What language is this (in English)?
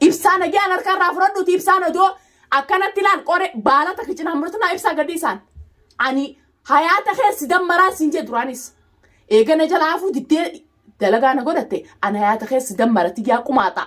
Oromo